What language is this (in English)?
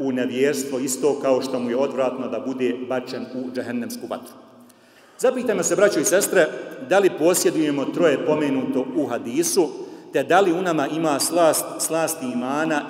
Bosnian